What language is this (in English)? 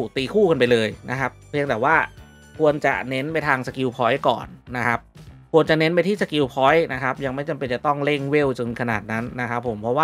Thai